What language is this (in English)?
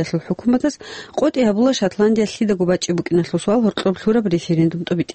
Avaric